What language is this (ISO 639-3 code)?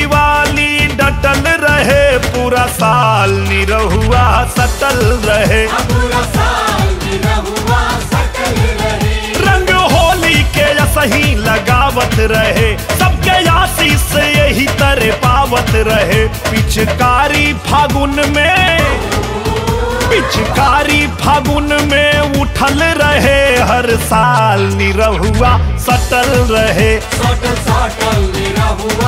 bho